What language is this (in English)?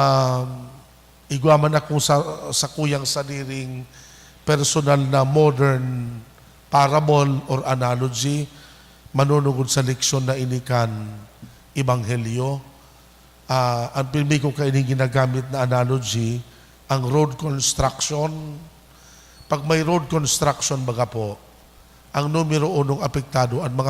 Bikol